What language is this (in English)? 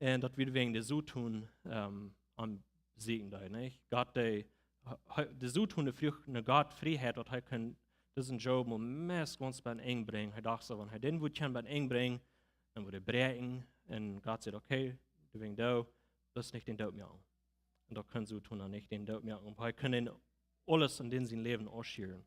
Plautdietsch